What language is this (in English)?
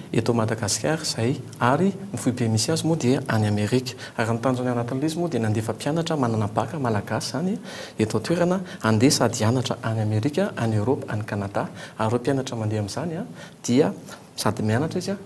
Malagasy